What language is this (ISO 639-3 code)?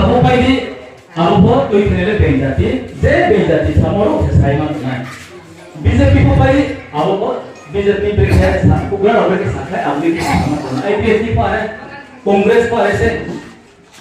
ria